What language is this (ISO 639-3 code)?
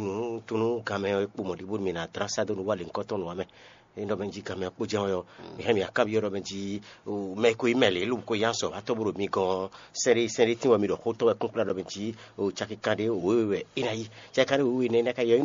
fon